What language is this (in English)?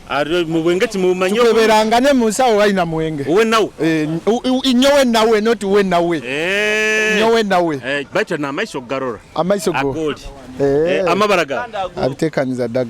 Nyoro